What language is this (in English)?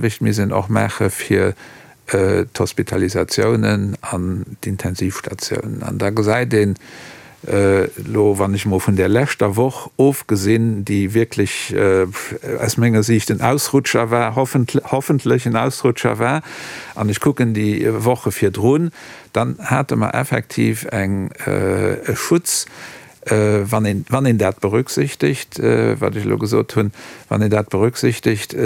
Luxembourgish